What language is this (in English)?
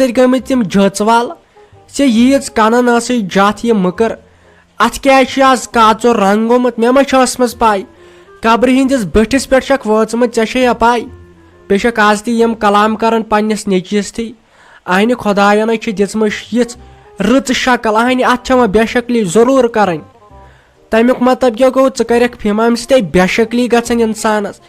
Kashmiri